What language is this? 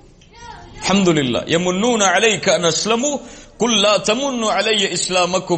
Tamil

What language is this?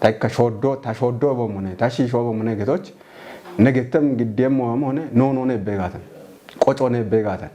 Kafa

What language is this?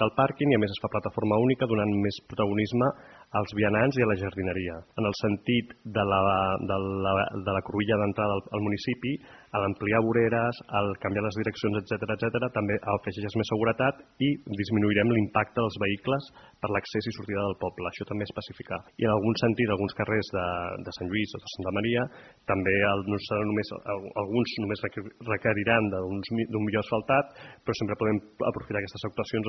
Catalan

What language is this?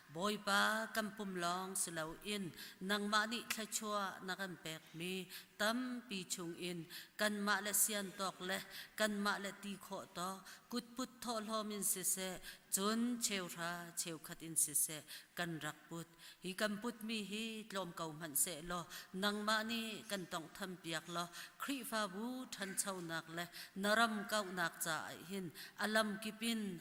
Hakha Chin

